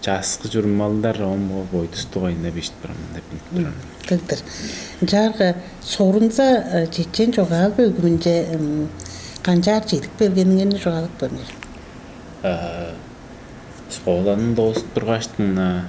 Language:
Tuvinian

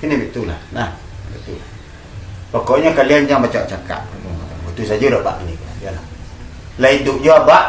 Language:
Minangkabau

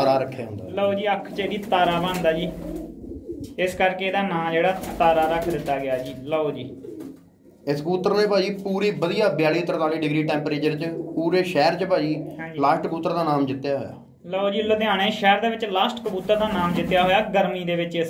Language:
Punjabi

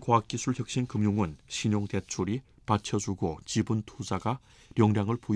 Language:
Korean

